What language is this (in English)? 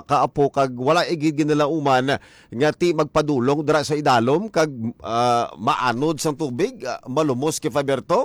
Hiligaynon